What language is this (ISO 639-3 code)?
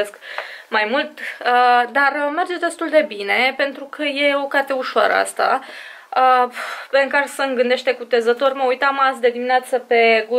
ron